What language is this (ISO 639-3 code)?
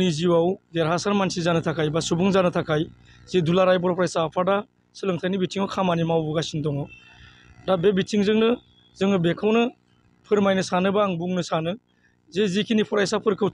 brx